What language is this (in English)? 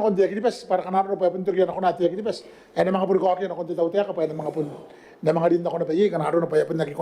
Gilbertese